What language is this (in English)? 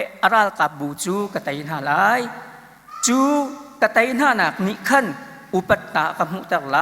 Hakha Chin